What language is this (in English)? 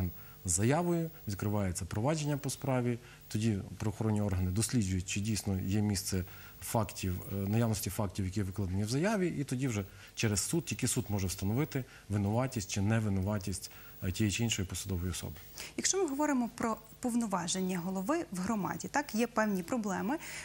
Ukrainian